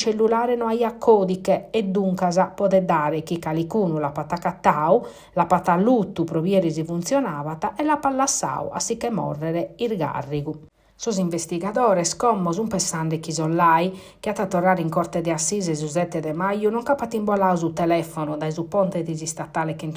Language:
Sardinian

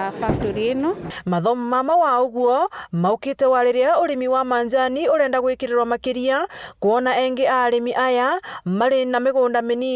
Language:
Meru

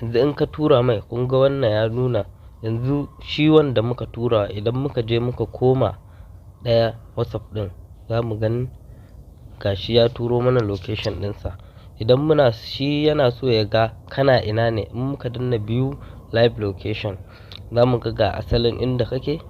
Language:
Hausa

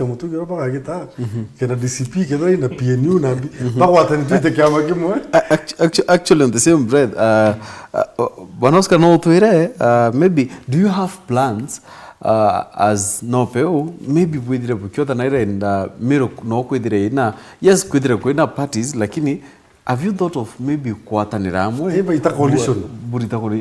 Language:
Meru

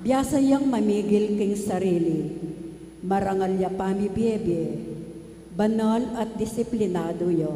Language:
Pampanga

